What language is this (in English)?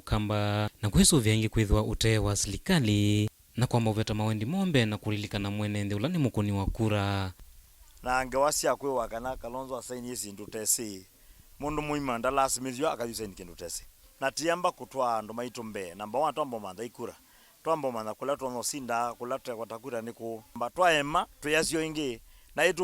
Kamba